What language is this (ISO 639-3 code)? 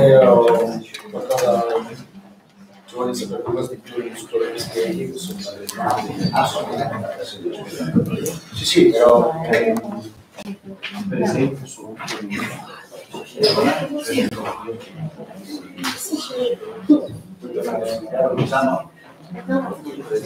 ita